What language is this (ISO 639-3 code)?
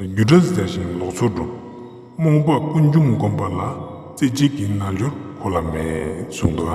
lbj